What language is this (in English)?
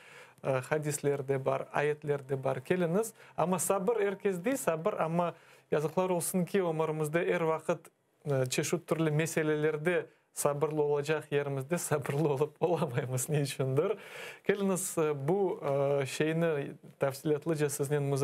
Crimean Tatar